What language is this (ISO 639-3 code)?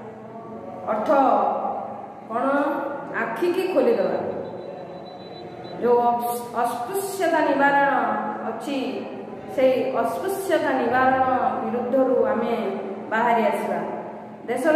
ori